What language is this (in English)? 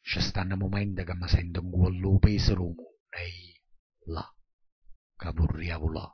Neapolitan